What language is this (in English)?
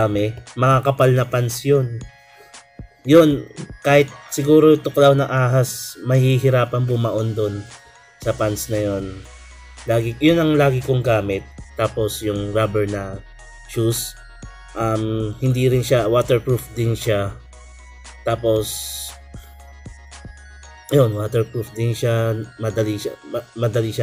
Filipino